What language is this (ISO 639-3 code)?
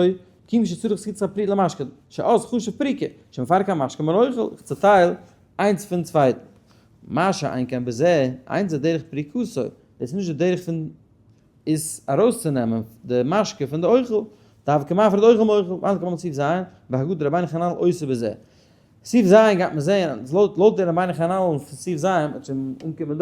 yid